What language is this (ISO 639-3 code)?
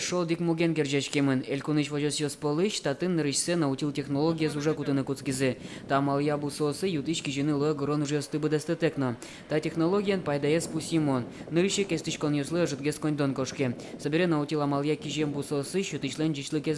udm